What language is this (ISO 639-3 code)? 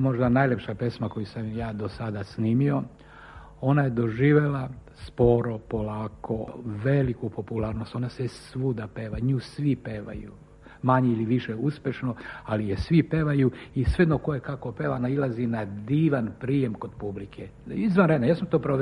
srp